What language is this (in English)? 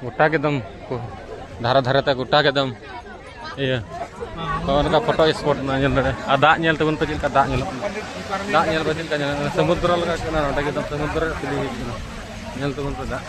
Santali